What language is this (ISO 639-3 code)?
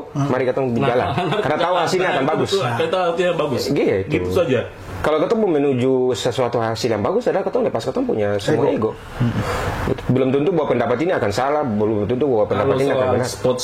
abs